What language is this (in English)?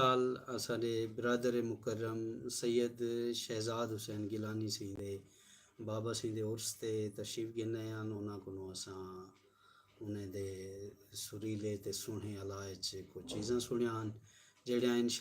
Saraiki